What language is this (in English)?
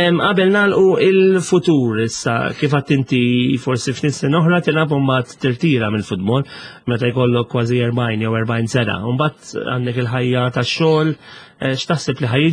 Maltese